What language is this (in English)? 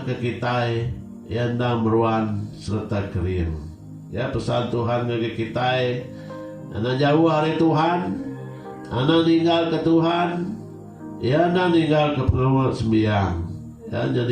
Iban